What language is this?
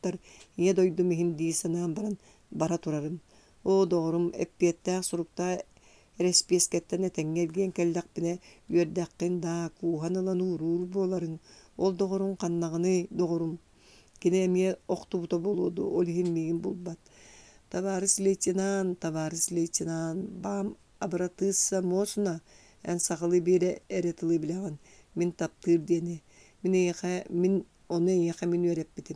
Yakut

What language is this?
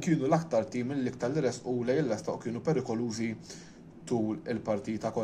Maltese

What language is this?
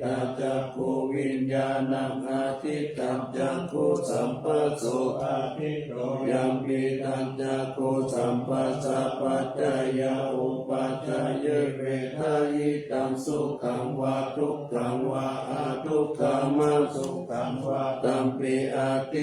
Pali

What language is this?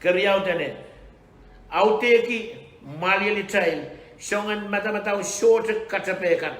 Pohnpeian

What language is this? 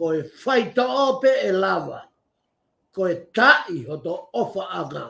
Tongan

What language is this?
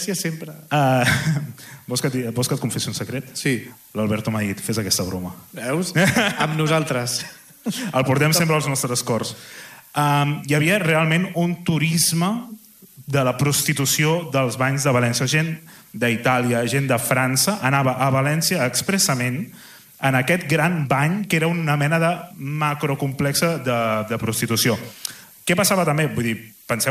Catalan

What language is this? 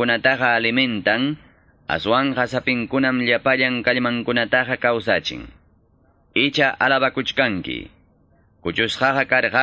Quechua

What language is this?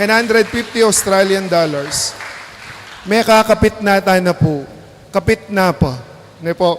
Pampanga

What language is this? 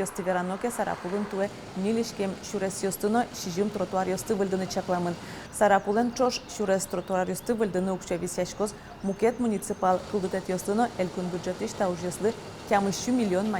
Udmurt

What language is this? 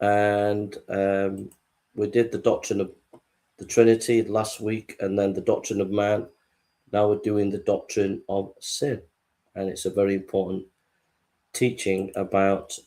English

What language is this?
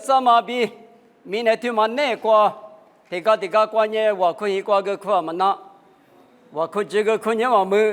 Lisu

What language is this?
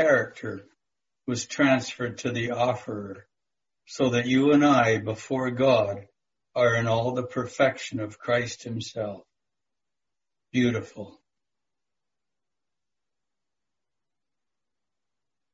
English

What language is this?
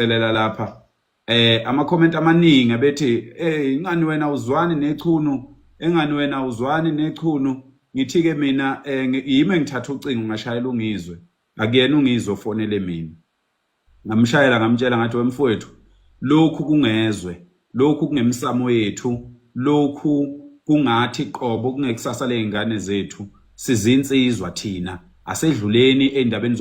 Zulu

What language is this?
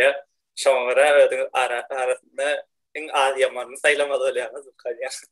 Turkmen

